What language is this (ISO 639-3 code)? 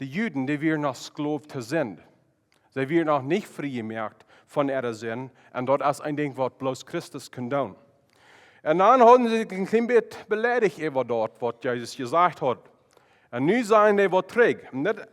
pdt